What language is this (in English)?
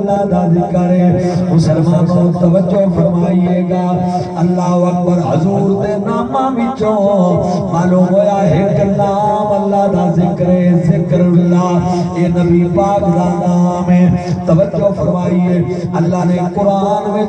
Saraiki